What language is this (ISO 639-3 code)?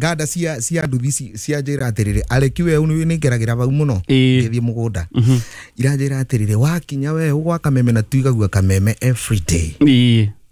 kik